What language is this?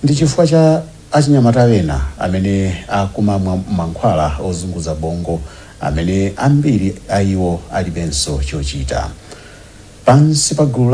Nyanja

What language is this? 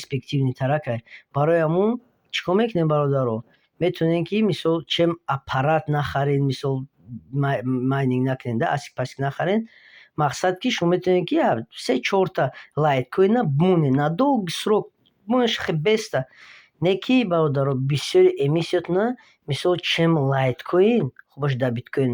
Tajik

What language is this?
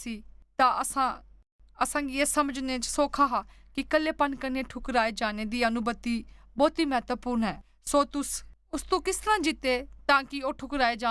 Dogri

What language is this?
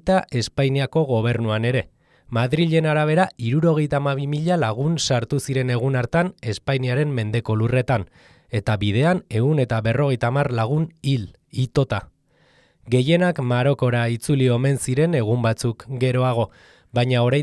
Basque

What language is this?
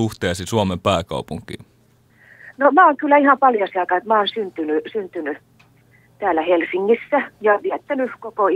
Finnish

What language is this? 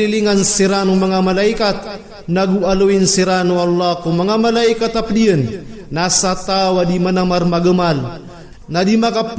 Maranao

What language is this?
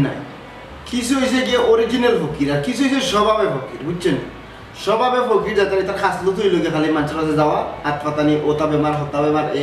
Sylheti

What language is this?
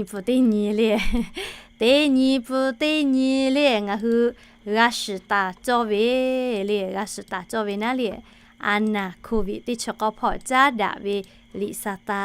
Lahu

